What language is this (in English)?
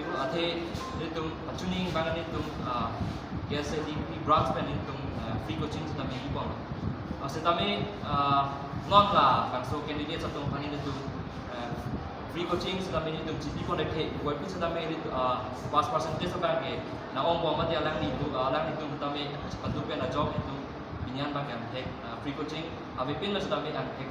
Karbi